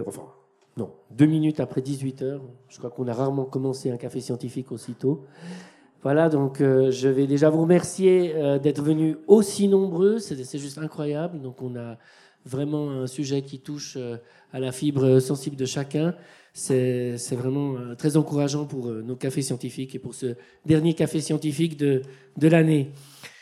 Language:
French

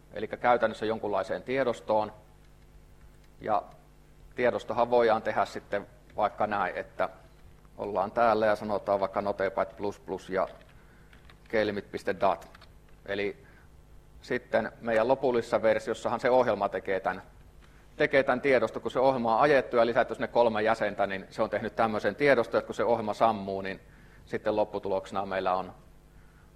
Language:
Finnish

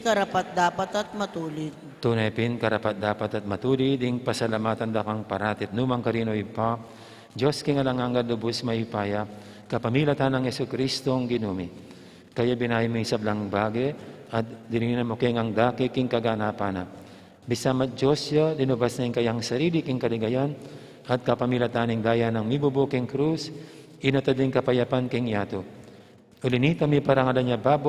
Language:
Pampanga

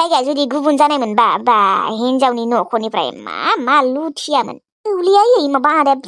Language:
Bodo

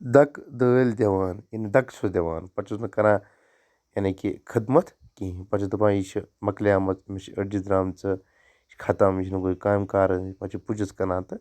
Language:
Kashmiri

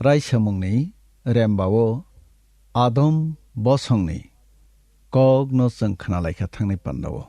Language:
Kok Borok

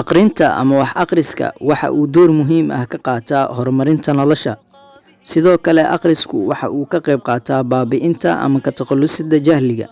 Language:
Somali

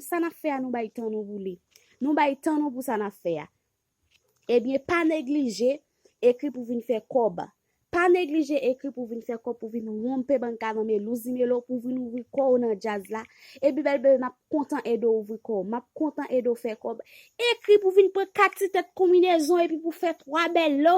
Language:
Haitian Creole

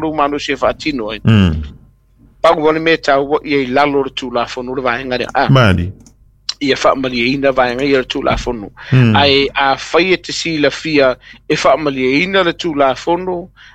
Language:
Samoan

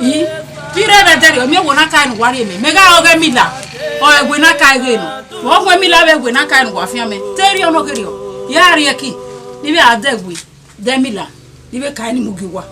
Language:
Bini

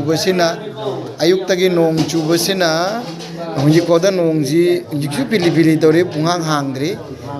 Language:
Manipuri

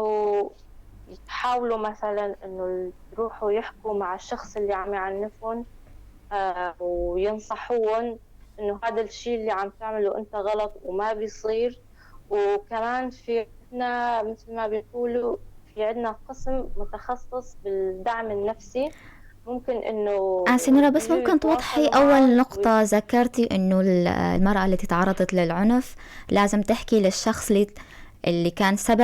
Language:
North Levantine Arabic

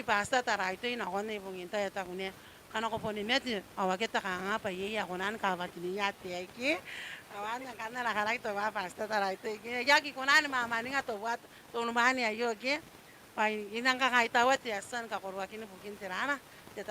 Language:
Gilbertese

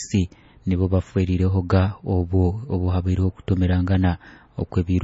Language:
Nyoro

